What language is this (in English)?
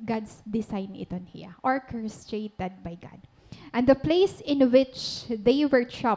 Waray